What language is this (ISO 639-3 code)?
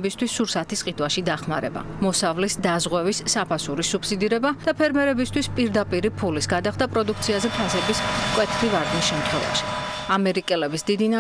kat